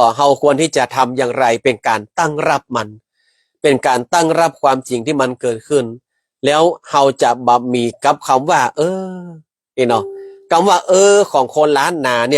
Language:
Northern Thai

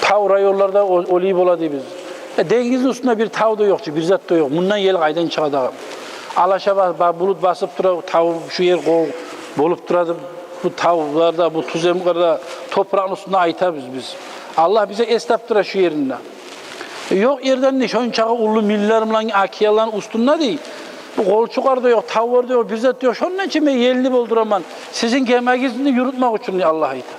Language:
Kumyk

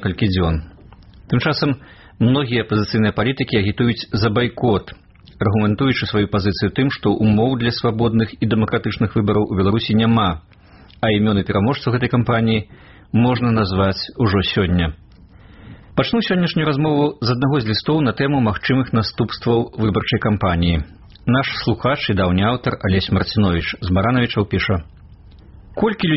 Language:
Belarusian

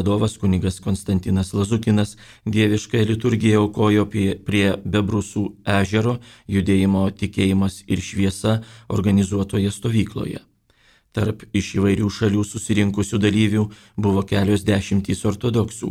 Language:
Lithuanian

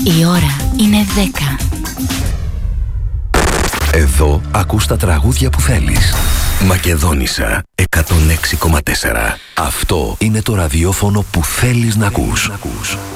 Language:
Greek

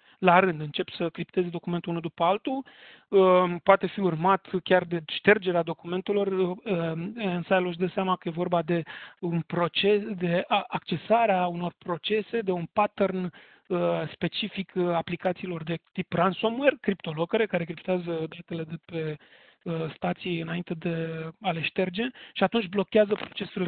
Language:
Romanian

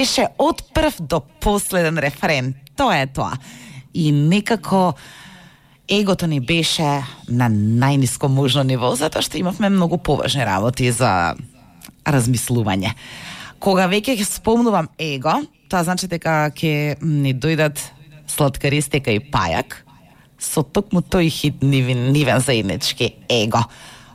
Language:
Macedonian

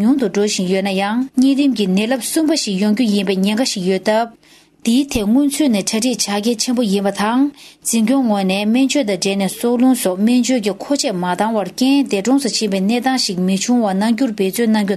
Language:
Tibetan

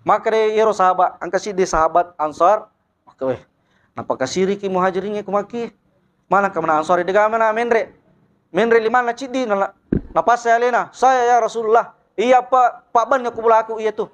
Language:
Buginese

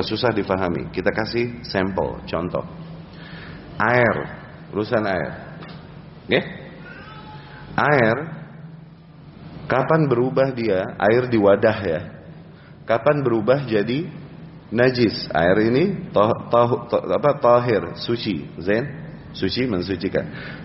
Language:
Indonesian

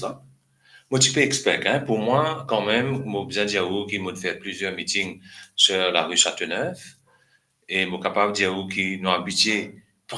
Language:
Morisyen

